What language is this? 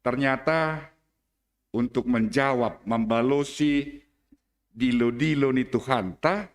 Batak Simalungun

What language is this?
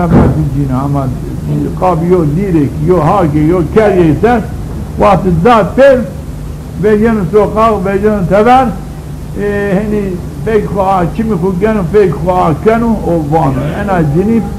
Zaza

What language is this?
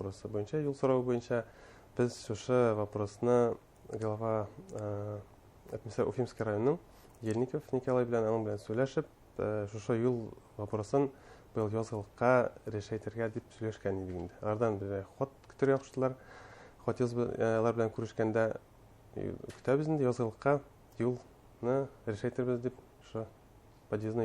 Bashkir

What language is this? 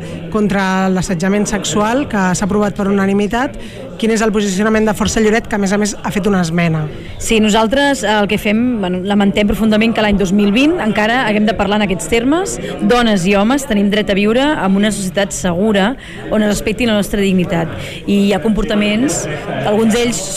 Catalan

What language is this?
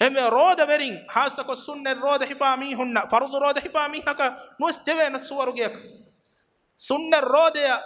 Divehi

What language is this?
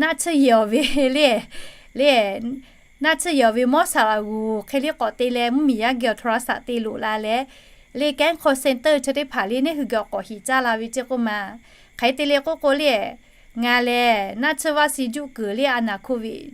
Lahu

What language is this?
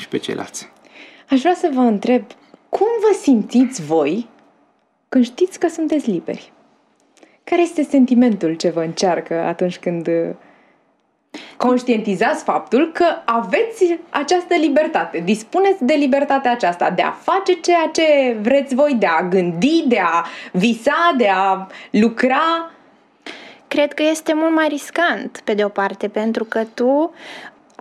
Romanian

